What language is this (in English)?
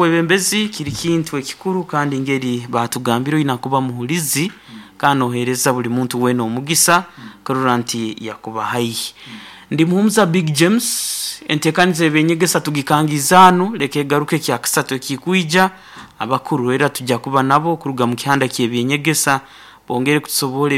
Nyoro